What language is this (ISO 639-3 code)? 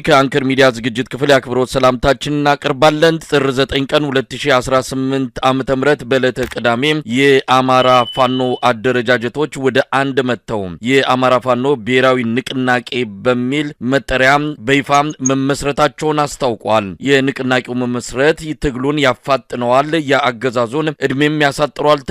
amh